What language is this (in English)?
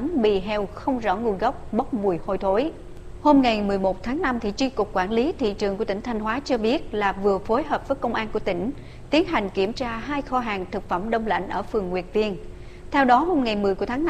Vietnamese